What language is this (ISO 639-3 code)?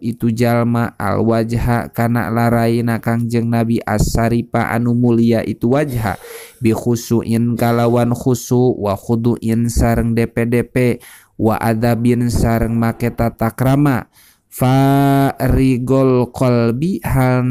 sun